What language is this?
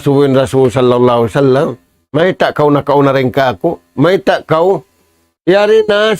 Tausug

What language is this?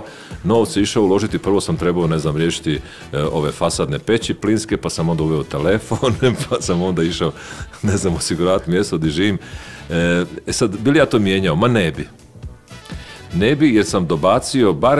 Croatian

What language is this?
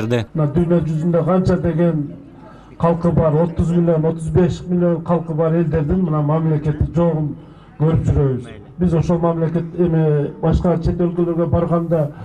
Kyrgyz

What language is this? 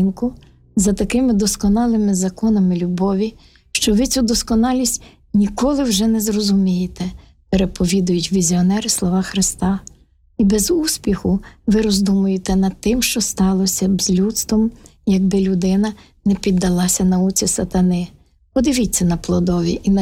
Ukrainian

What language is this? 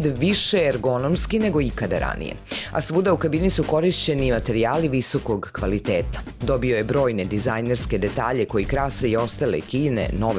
Serbian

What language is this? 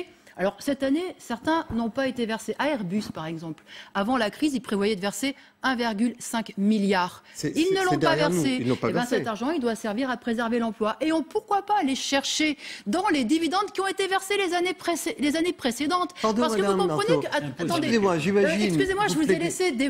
French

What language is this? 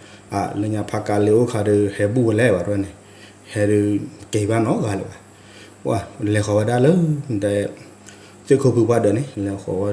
S'gaw Karen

